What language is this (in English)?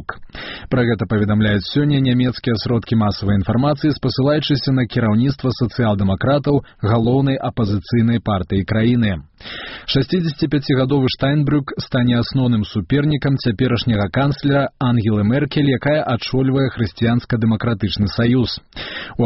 Belarusian